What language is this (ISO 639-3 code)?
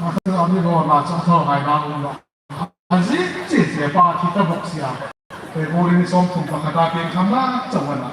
hmr